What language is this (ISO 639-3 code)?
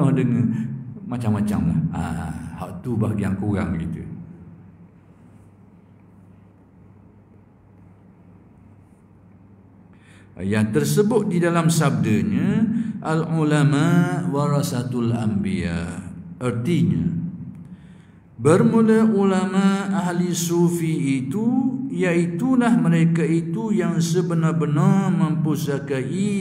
msa